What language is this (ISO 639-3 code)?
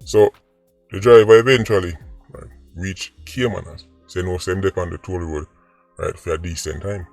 jam